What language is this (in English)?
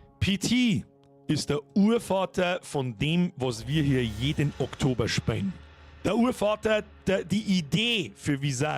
Bavarian